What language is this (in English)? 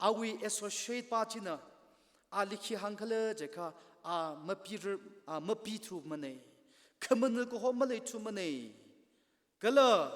Tangkhul Naga (India)